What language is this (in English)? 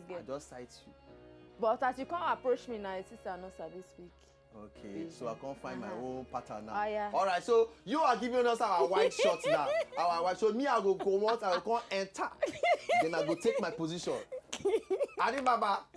Nigerian Pidgin